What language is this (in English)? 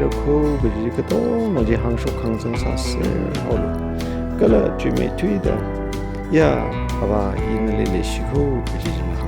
Tangkhul Naga (India)